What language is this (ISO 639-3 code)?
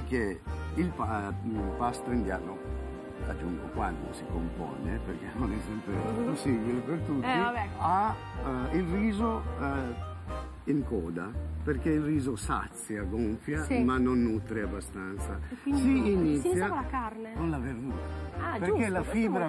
ita